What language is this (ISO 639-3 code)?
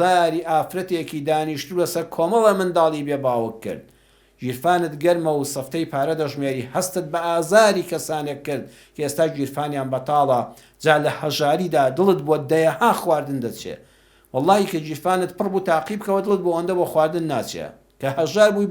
ckb